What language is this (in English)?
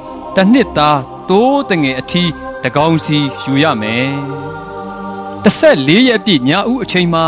Burmese